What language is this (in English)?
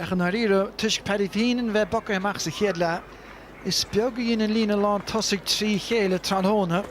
Irish